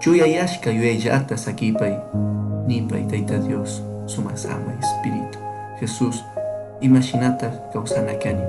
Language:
Chimborazo Highland Quichua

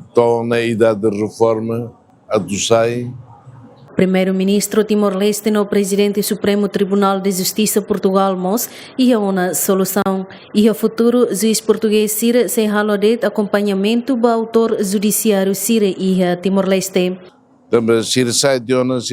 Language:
Tetum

